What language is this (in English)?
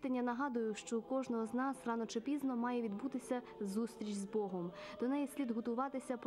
Ukrainian